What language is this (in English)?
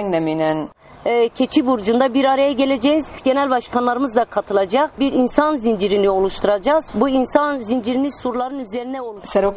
Kurdish